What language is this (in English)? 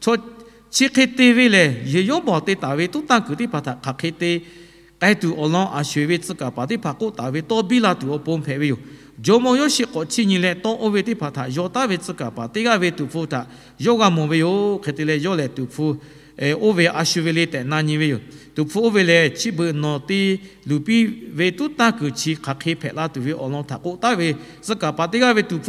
Lahu